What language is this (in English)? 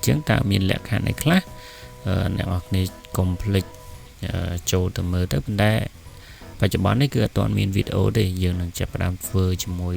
Khmer